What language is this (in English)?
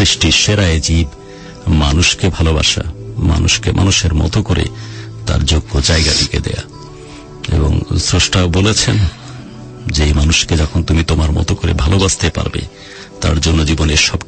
Bangla